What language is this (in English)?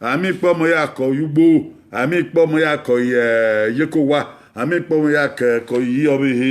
Bini